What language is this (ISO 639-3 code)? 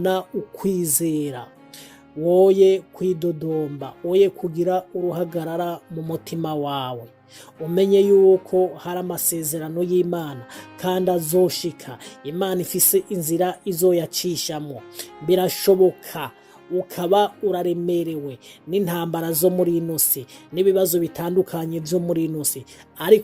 run